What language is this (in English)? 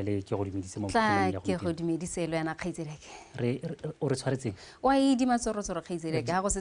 Tswana